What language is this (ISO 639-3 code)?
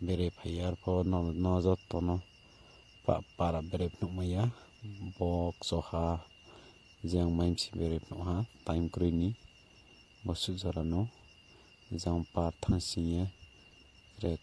ria